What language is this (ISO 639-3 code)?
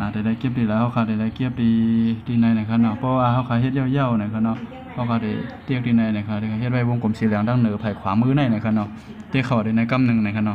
shn